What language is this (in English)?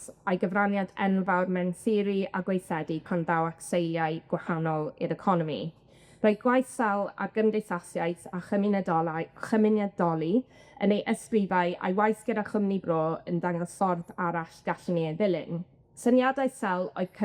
Welsh